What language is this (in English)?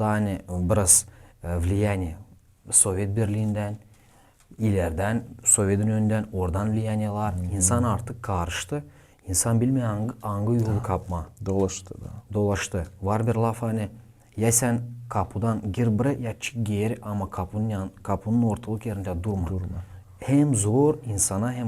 Gagauz